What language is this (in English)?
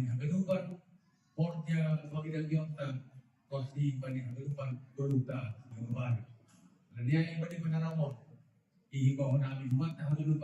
Batak Simalungun